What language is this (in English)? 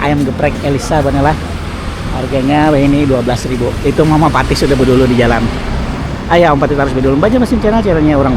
Banjar